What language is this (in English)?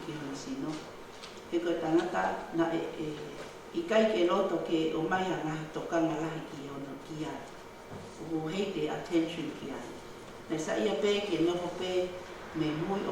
Tongan